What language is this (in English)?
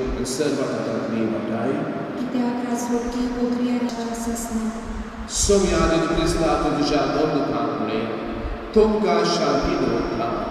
Konkani